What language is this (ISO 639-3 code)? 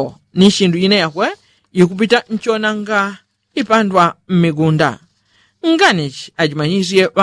yao